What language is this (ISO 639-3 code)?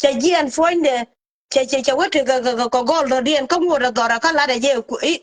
nus